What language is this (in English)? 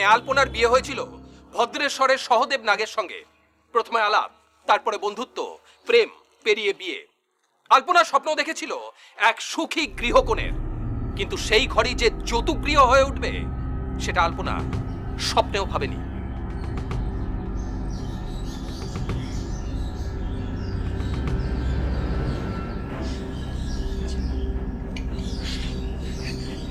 Bangla